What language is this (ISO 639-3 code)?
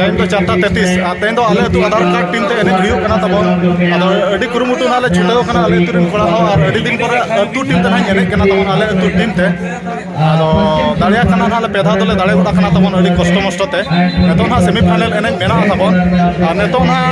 sat